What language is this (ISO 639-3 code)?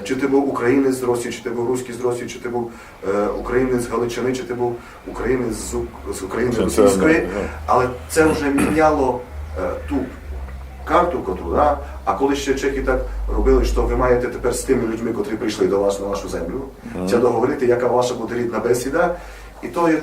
rue